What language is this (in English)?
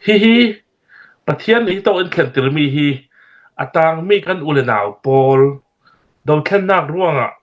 Hakha Chin